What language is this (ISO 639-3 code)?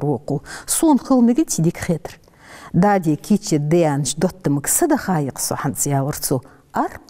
inh